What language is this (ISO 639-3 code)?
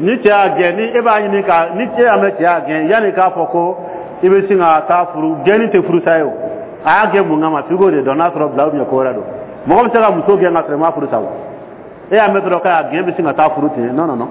dyu